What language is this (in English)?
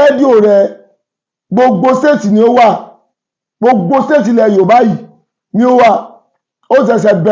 Yoruba